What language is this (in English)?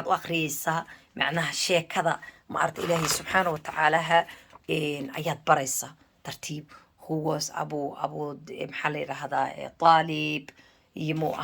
Somali